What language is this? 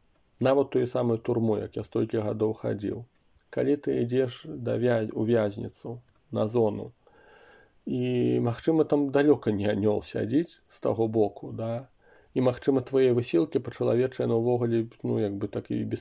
Belarusian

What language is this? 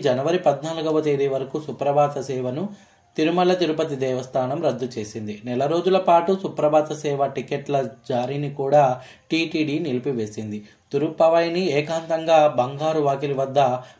Telugu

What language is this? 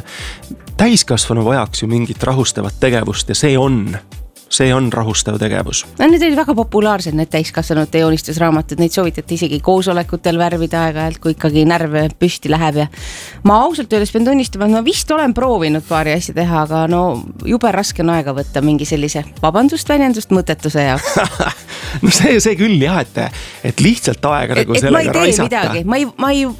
Estonian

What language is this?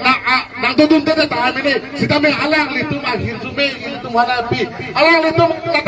Karbi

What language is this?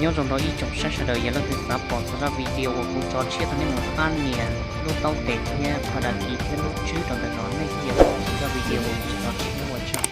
Hmong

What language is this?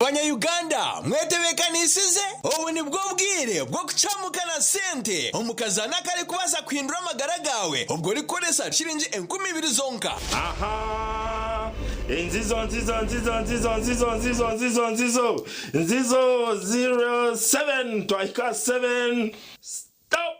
Nyankole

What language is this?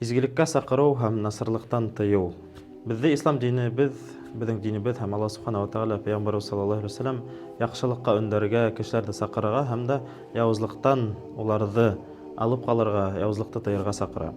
Bashkir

